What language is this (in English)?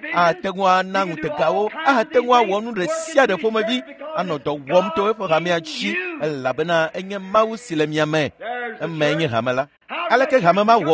Ewe